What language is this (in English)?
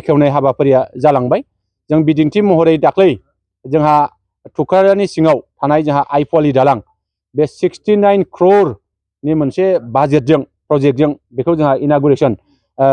Bodo